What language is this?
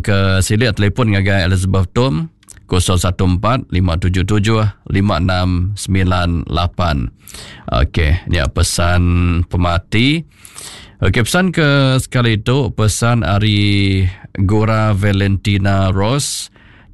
Iban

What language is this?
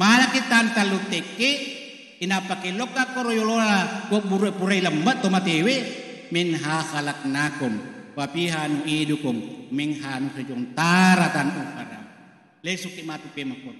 Buginese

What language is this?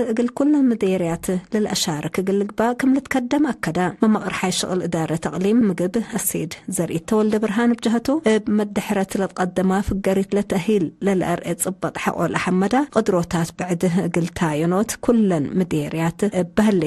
Tigre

